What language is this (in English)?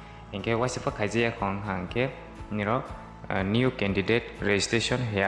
Kok Borok